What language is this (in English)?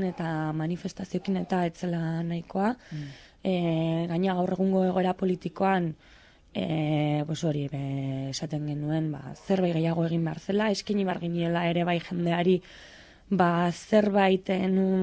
Basque